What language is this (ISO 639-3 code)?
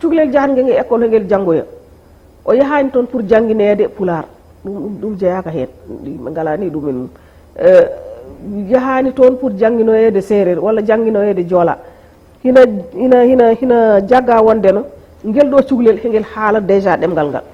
ful